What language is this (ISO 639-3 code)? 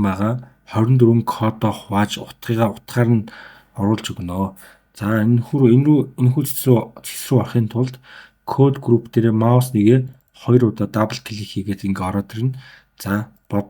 mon